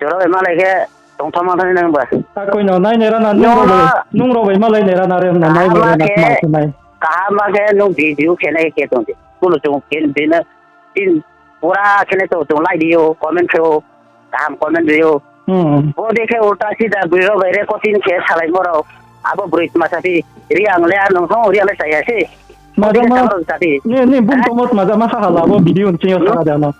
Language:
Riang (India)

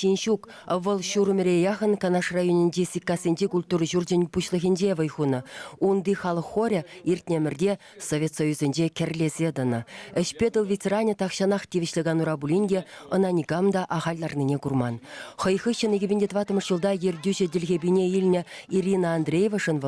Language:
Chuvash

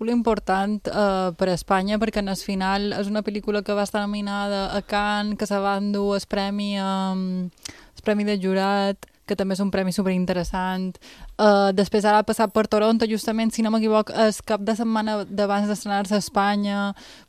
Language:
Catalan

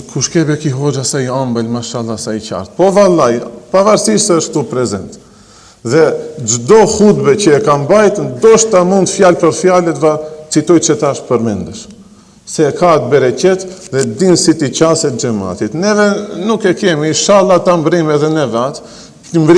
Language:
Albanian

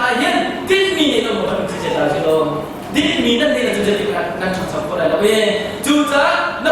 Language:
Hakha Chin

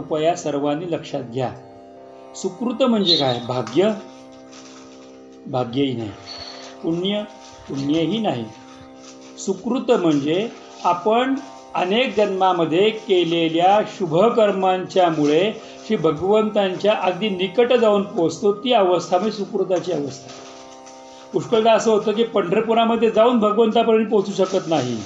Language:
Marathi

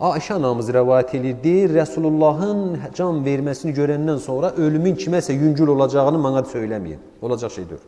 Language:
Azerbaijani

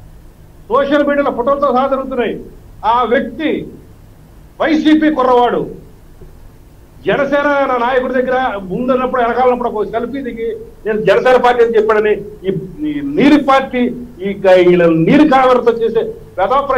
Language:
Telugu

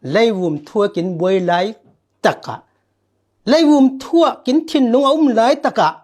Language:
Falam Chin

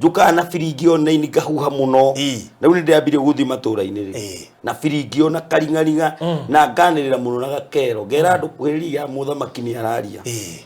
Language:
Kikuyu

